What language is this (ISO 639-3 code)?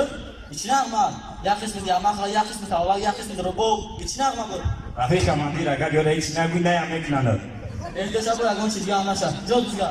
tgk